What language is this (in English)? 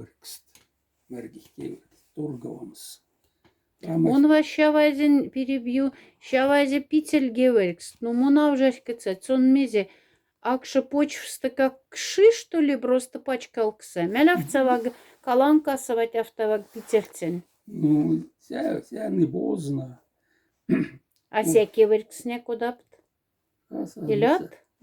Moksha